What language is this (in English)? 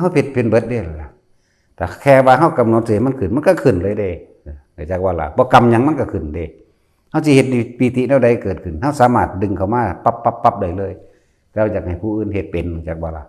Northeastern Thai